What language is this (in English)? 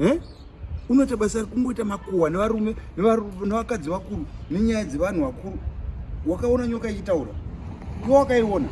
Shona